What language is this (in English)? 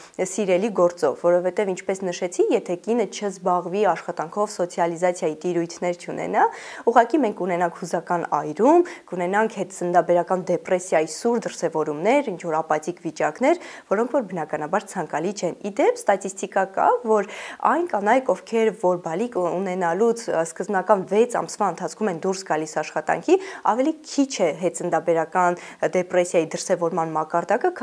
Armenian